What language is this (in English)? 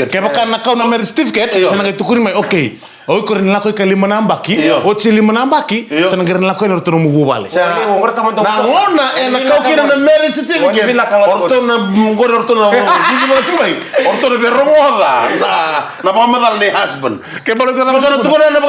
Fijian